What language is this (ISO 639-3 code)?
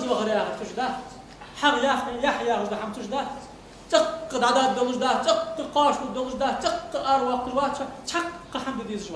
inh